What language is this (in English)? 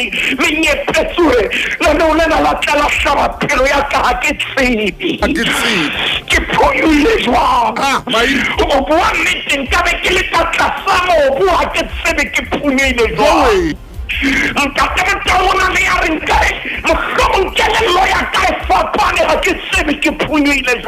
Southern Sotho